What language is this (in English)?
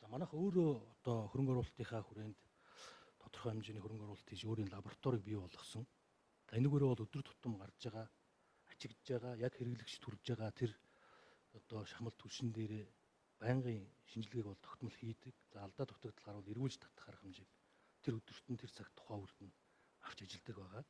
Mongolian